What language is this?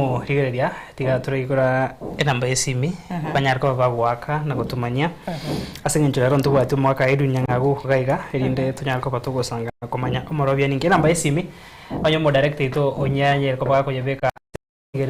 Gusii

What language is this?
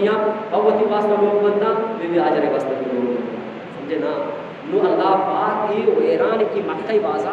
Eastern Balochi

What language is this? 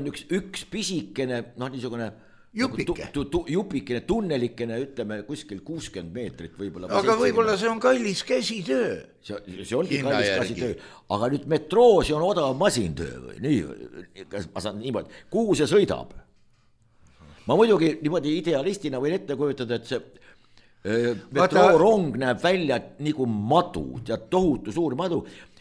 Estonian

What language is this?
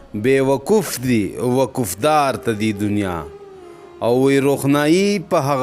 Pashto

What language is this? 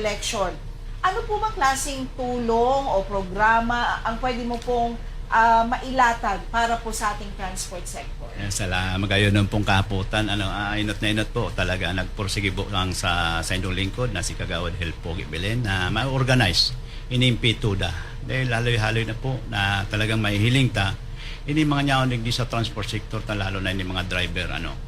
Bikol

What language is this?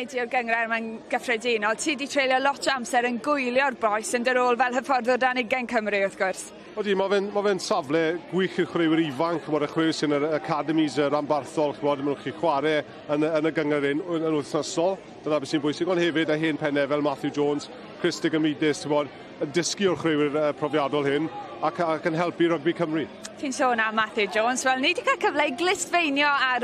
Welsh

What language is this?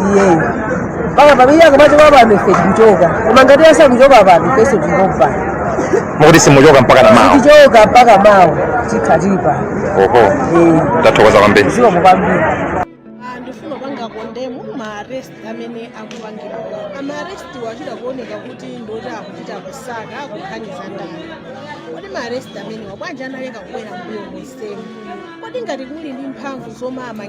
Nyanja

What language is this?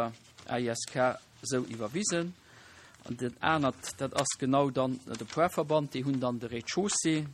Luxembourgish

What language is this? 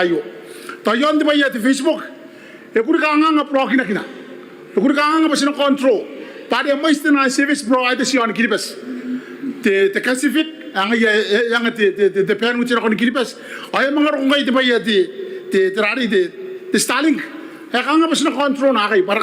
Gilbertese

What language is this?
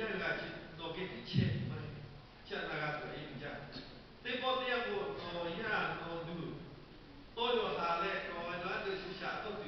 Lahu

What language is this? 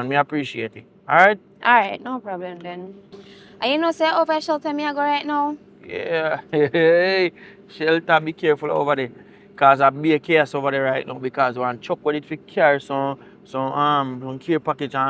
Jamaican Creole English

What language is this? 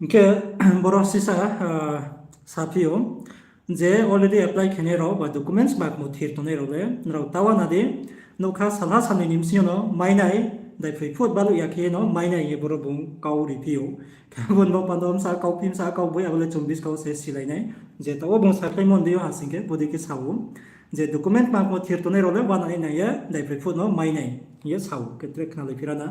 Riang (India)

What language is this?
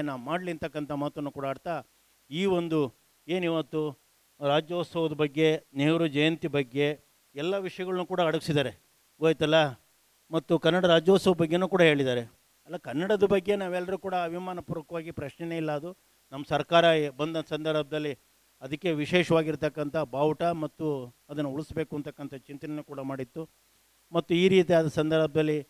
Kannada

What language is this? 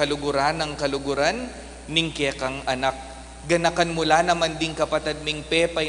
Pampanga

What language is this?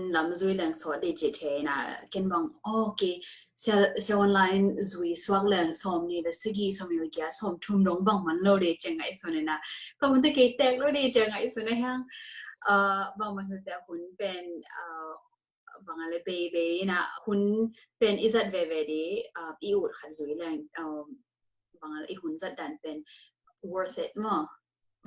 Tedim Chin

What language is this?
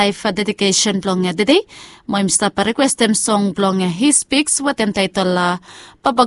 Bislama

